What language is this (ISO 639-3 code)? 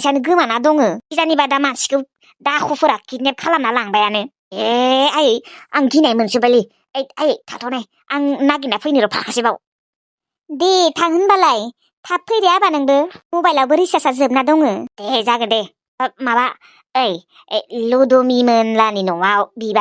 brx